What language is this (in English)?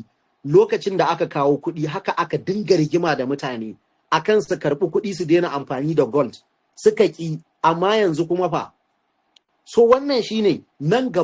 Hausa